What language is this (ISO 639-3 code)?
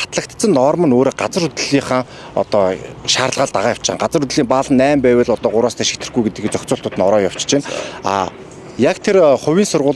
mon